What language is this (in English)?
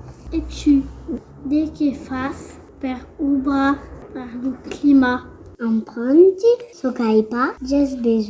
Occitan